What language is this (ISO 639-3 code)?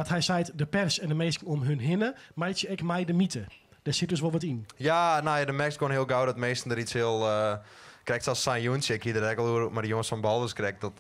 fry